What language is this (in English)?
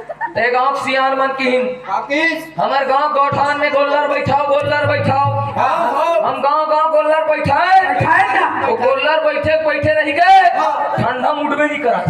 Chhattisgarhi